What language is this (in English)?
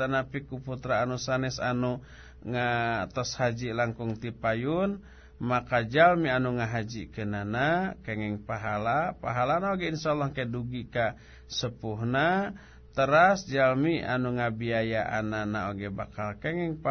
Sundanese